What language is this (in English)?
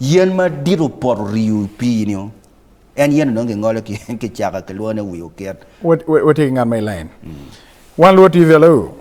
Acoli